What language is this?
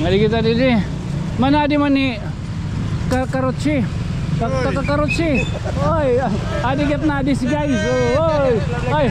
Waray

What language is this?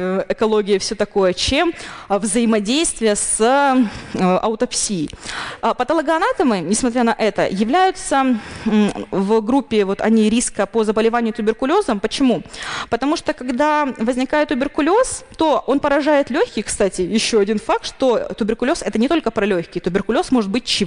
Russian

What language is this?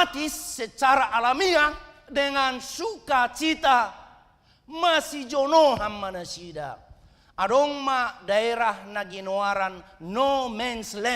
Batak Toba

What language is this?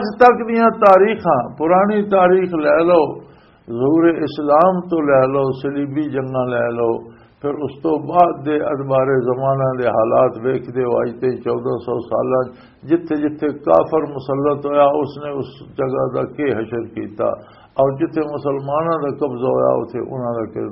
Western Panjabi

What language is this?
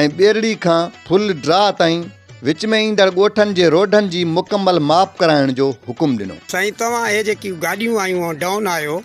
Sindhi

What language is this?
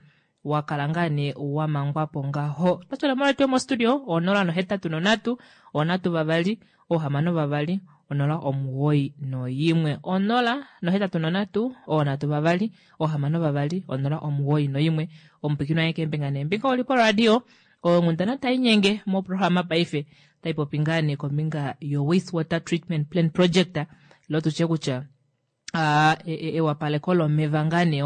Kuanyama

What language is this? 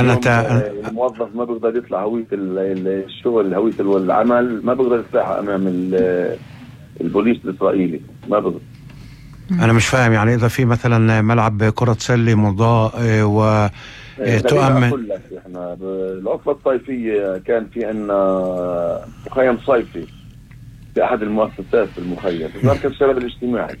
North Levantine Arabic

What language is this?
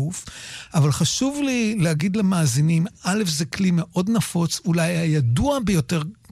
Hebrew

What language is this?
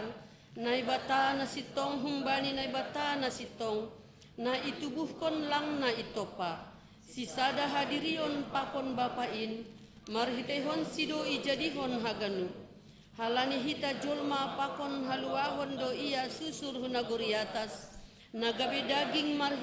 Batak Simalungun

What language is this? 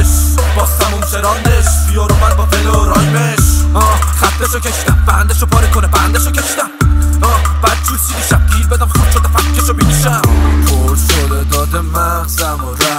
Persian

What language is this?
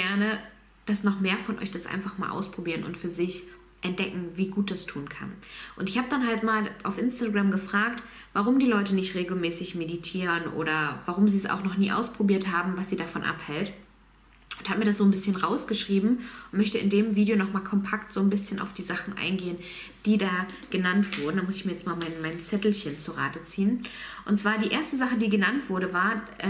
German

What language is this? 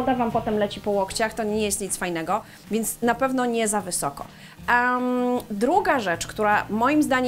Polish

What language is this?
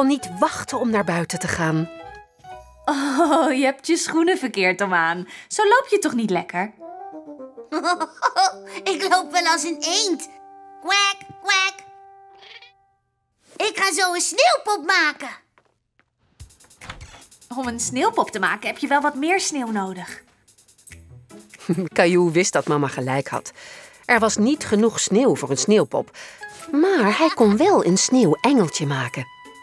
Dutch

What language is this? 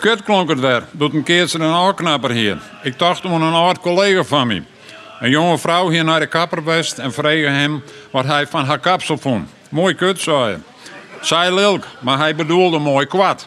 Western Frisian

